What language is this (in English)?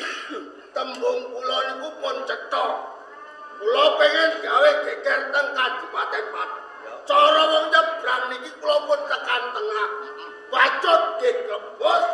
Javanese